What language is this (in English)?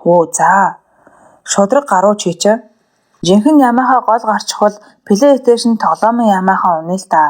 Mongolian